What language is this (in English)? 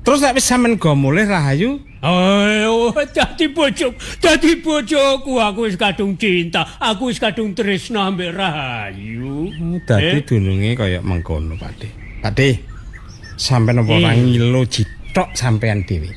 Javanese